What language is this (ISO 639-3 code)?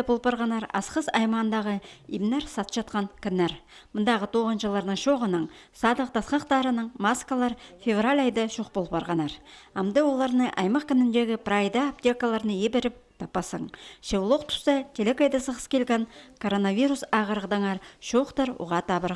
kjh